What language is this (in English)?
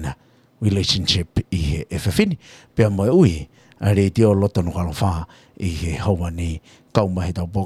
Tongan